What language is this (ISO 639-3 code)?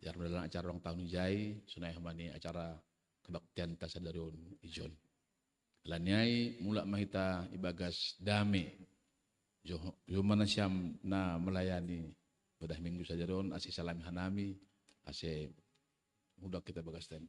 bts